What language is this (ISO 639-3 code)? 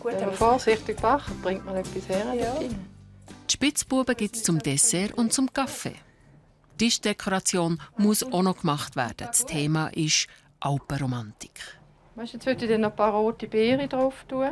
gsw